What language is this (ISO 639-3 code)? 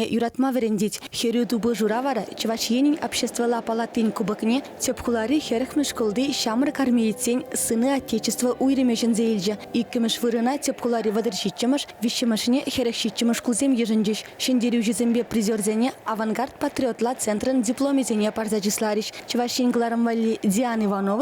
chv